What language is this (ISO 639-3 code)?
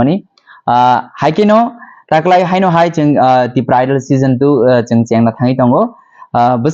trp